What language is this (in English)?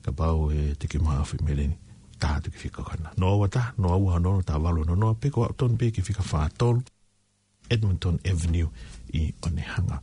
Tongan